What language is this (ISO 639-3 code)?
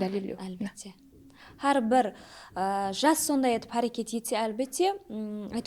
kaa